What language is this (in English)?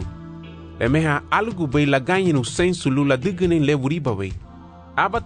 Garifuna